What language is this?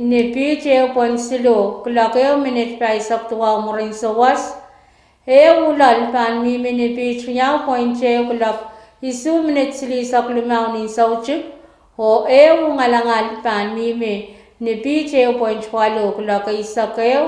Pohnpeian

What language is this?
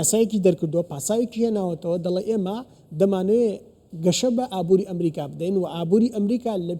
Central Kurdish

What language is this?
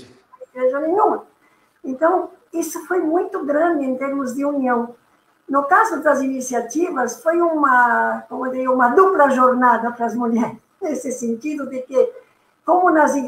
Portuguese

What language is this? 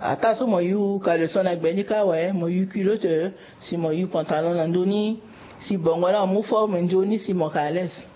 Sango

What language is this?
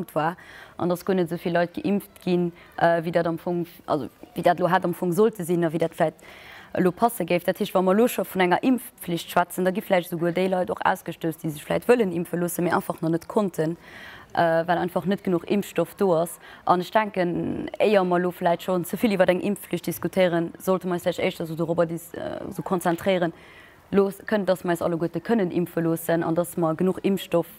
Luxembourgish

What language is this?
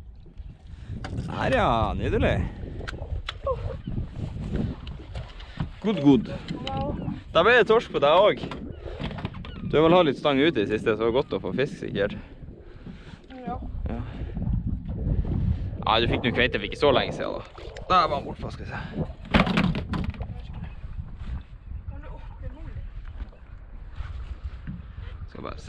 Norwegian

